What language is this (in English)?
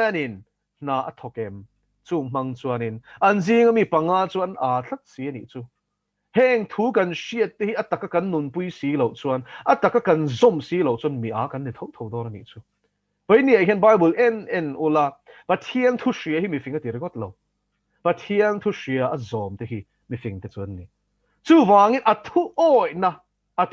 Mizo